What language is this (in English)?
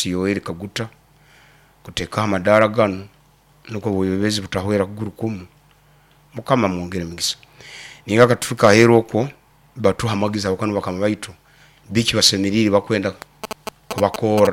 Nyoro